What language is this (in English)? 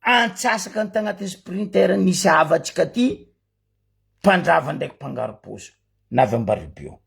Malagasy